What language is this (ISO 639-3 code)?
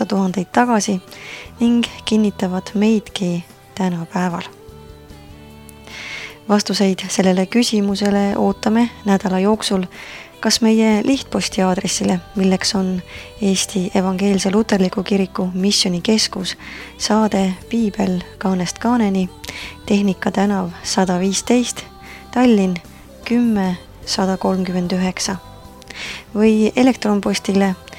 est